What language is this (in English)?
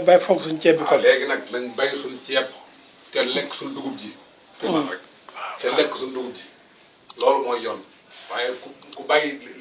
Wolof